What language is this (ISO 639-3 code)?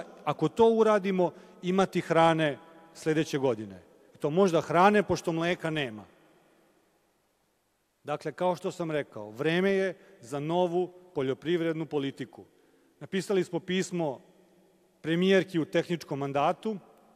srp